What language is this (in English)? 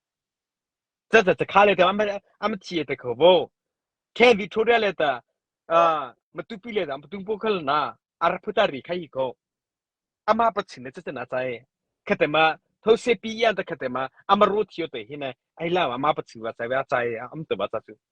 Mara Chin